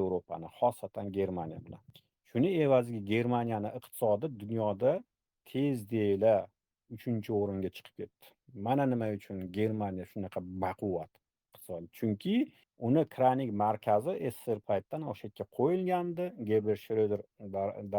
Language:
Uzbek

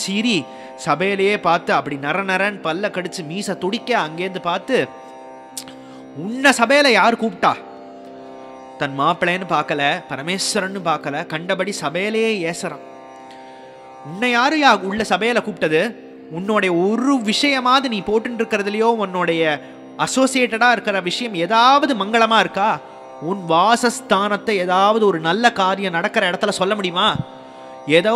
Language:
Tamil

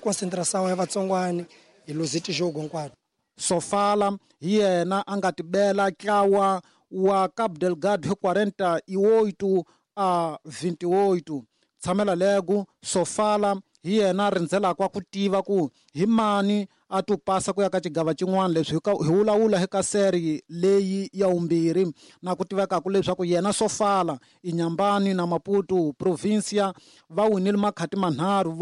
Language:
Tsonga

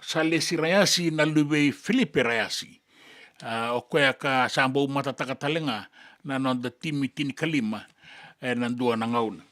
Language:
Fijian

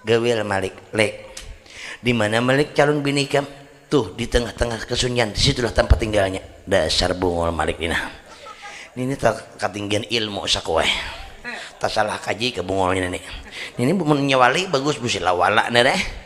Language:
Banjar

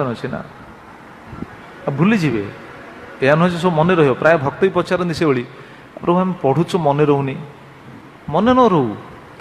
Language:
Odia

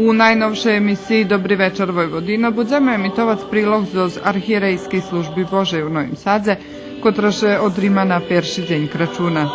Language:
Rusyn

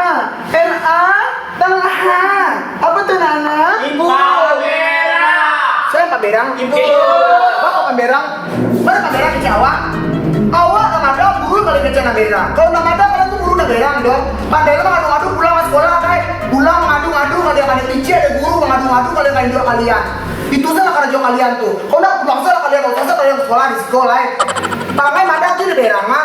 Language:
Minangkabau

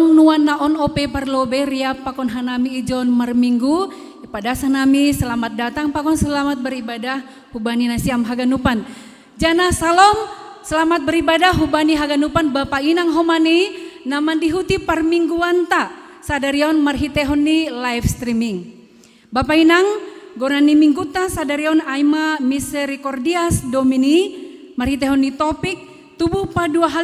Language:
Batak Simalungun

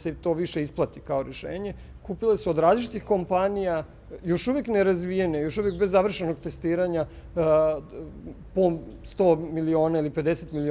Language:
Serbian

